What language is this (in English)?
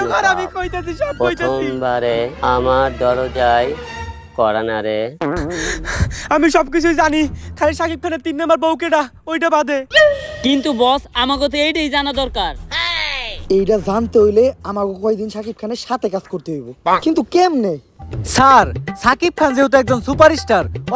Bangla